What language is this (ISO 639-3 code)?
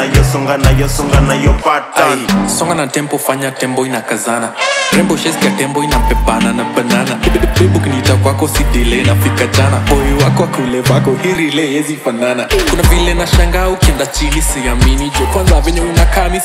swa